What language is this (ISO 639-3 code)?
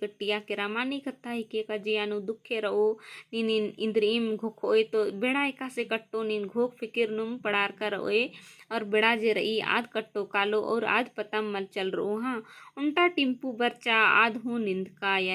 kru